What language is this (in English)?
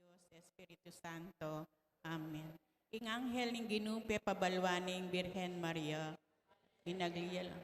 Pampanga